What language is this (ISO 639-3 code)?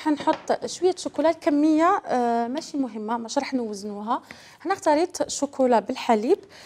arq